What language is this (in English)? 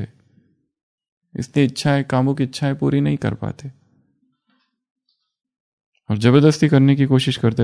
Hindi